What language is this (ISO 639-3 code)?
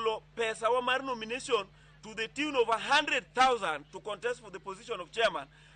luo